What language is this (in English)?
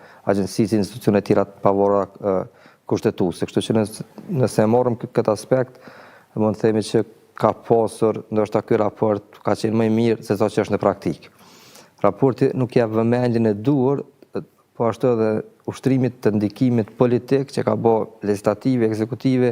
Albanian